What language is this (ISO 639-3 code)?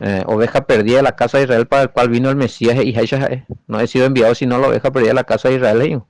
grn